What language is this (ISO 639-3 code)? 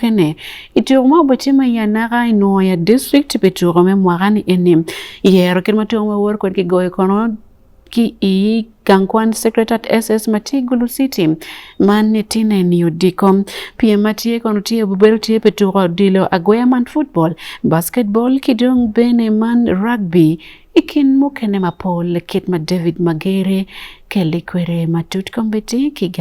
ach